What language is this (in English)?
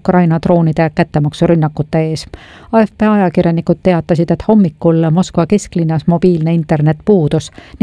Estonian